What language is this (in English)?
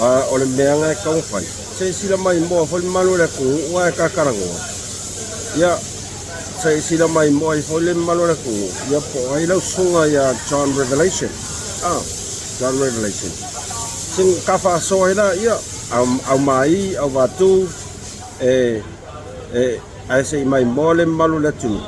Samoan